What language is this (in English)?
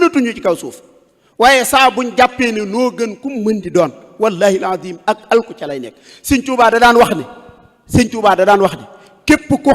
Wolof